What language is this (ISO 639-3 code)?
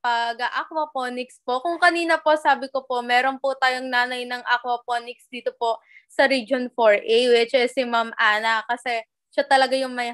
fil